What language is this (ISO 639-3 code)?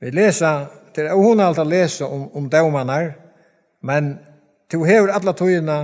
fao